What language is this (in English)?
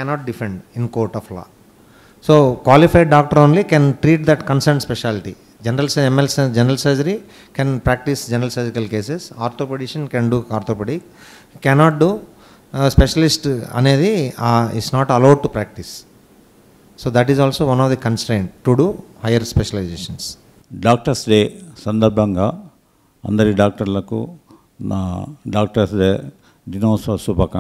Telugu